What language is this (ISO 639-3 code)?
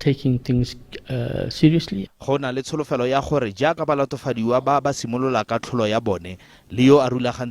tsn